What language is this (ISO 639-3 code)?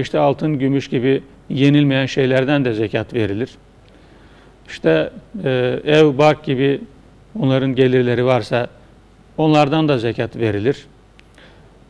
tur